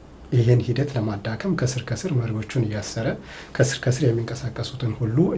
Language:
Amharic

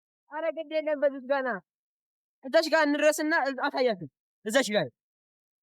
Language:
Amharic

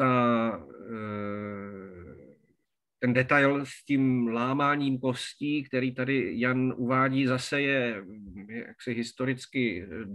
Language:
Czech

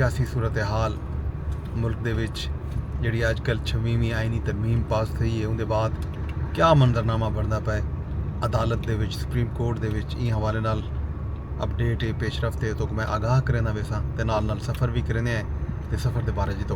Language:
Saraiki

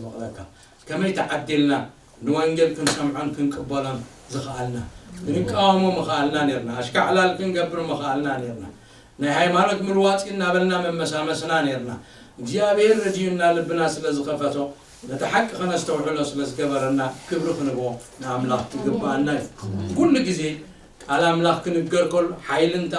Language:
Tigrinya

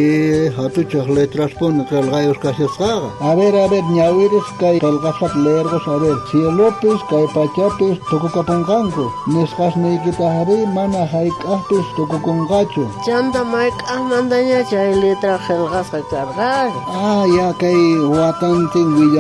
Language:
South Bolivian Quechua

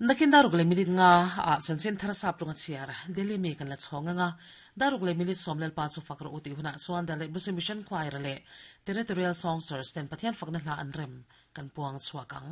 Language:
Mizo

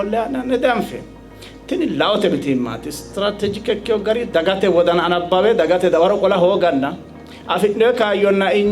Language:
Sidamo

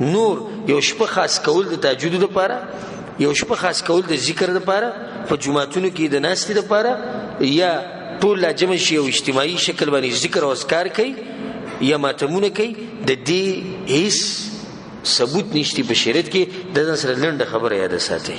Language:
Pashto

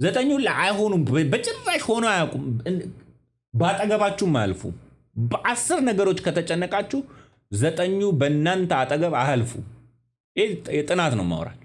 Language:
Amharic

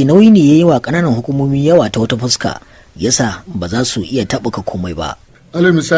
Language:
Hausa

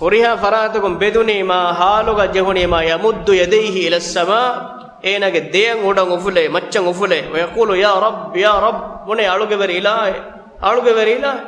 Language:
Divehi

